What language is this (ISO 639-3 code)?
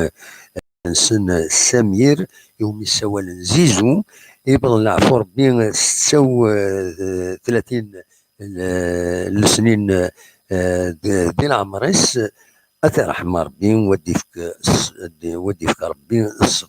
kab